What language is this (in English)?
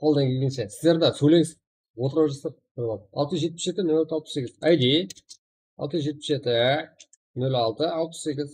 Kara-Kalpak